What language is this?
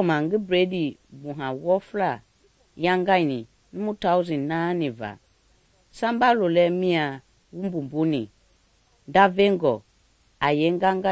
Mende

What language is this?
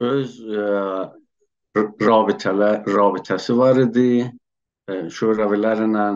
South Azerbaijani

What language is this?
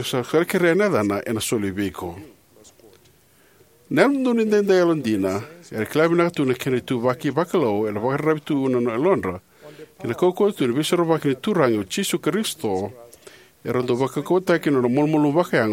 Fijian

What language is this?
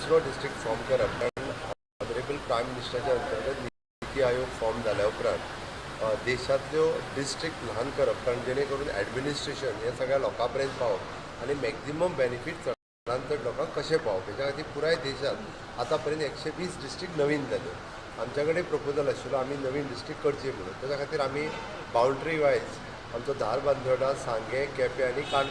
Konkani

